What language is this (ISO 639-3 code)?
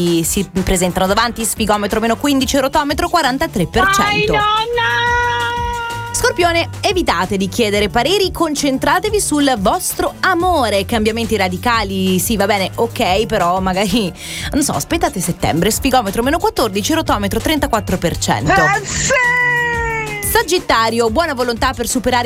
ita